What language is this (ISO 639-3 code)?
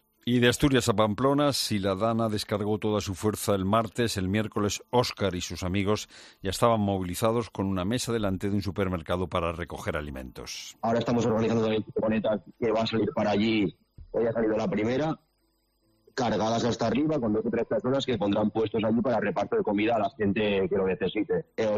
spa